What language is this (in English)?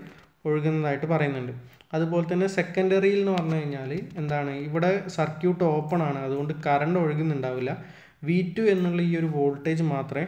Malayalam